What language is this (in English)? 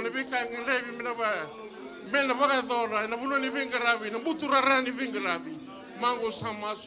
Fijian